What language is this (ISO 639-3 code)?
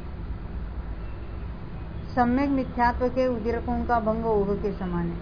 hin